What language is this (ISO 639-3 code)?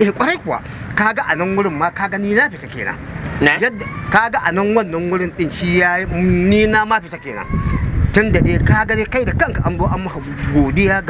hau